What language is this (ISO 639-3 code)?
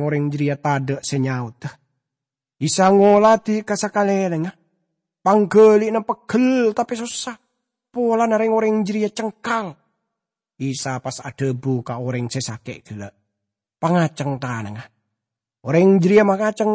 mad